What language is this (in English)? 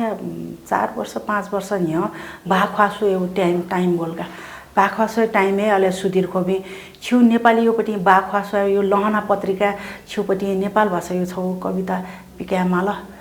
Newari